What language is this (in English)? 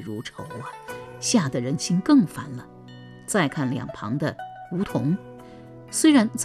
Chinese